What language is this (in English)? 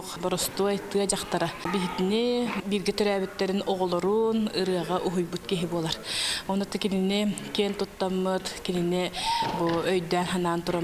Yakut